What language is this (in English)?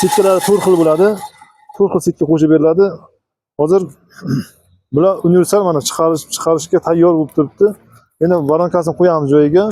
Uzbek